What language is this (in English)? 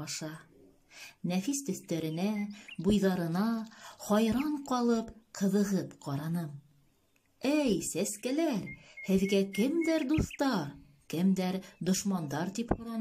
Bashkir